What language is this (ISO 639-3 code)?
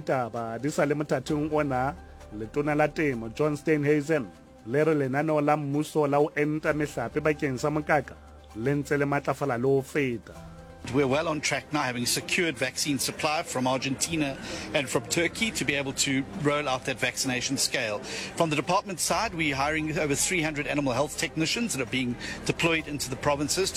sot